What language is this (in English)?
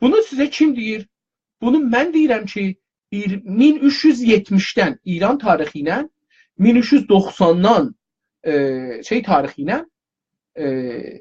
South Azerbaijani